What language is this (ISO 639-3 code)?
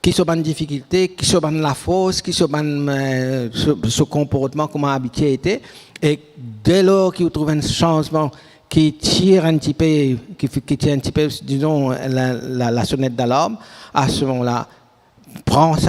mfe